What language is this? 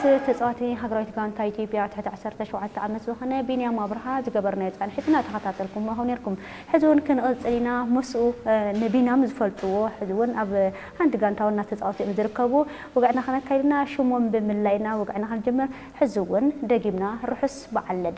Tigrinya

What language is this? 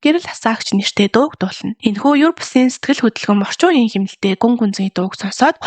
Mongolian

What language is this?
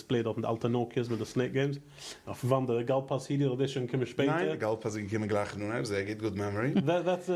Yiddish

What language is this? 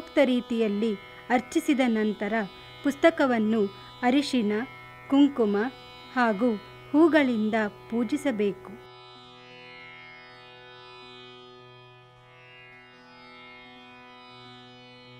Kannada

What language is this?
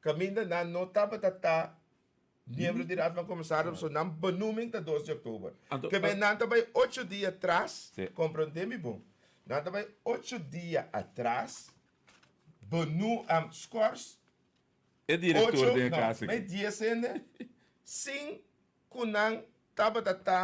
Papiamento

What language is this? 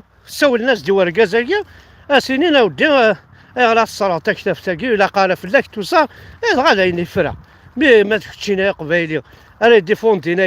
Kabyle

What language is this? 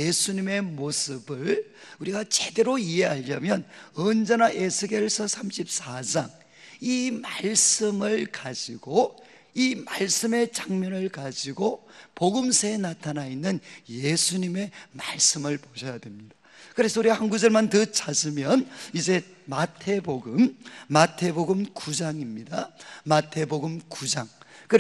Korean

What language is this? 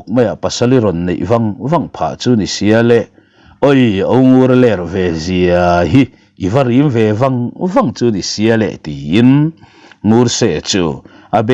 Mizo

